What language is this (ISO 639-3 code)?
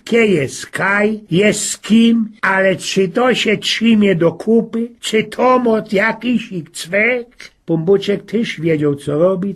szl